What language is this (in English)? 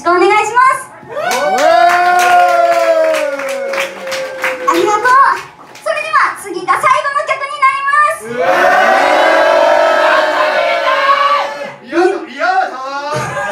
Japanese